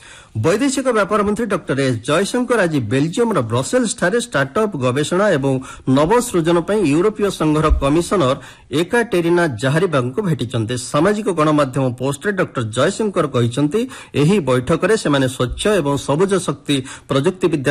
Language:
Odia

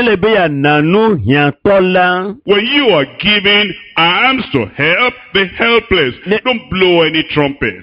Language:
Ewe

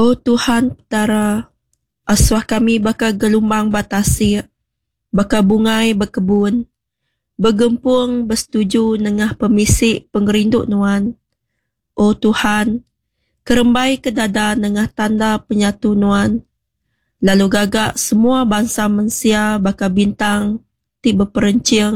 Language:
Iban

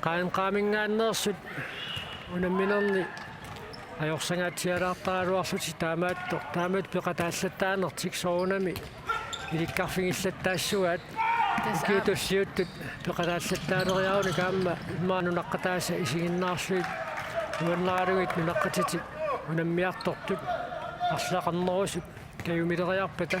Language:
Kalaallisut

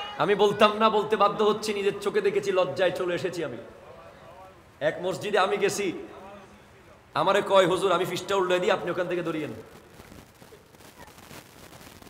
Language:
Bangla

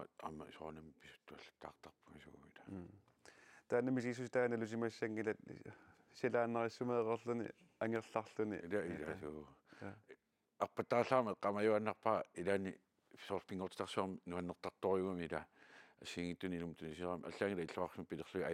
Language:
Kalaallisut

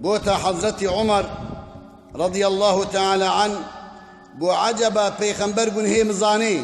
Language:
Kurdish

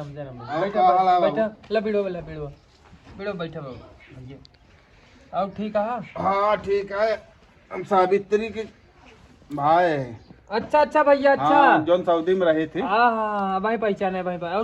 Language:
Awadhi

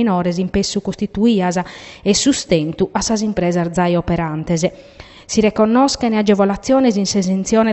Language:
Sardinian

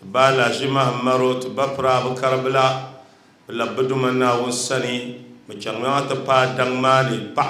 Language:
Dagbani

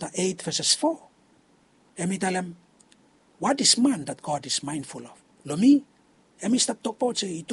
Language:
Bislama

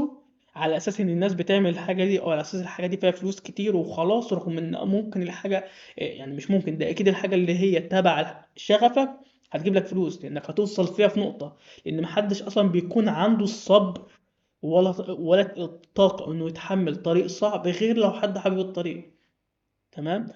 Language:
Egyptian Arabic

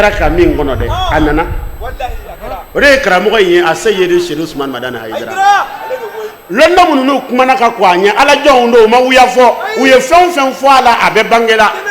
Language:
Bambara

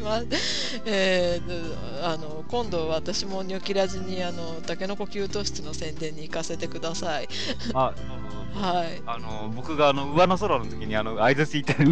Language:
Japanese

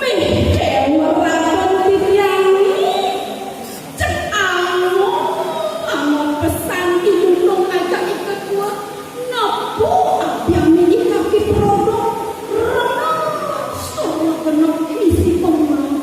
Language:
Balinese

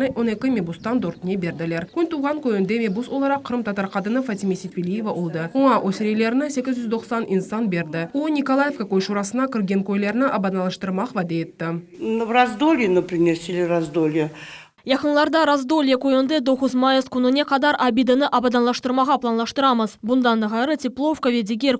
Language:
Crimean Tatar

